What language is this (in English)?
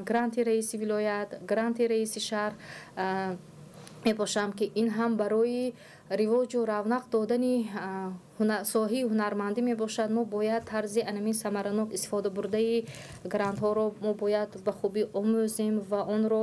Tajik